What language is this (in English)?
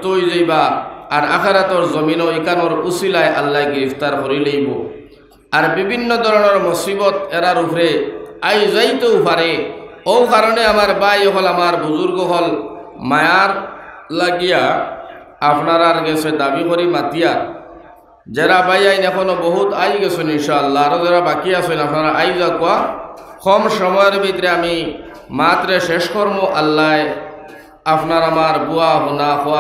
Sylheti